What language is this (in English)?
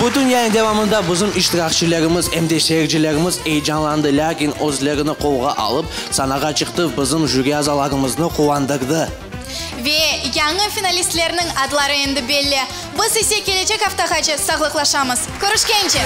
Crimean Tatar